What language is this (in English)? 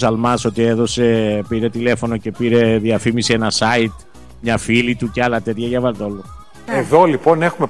Greek